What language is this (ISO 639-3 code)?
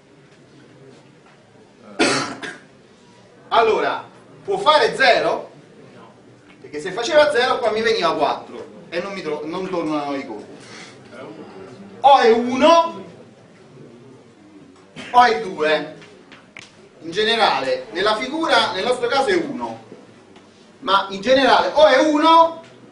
ita